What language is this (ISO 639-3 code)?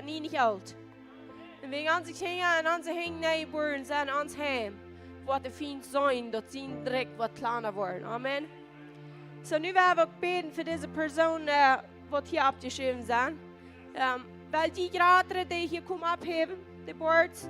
pdt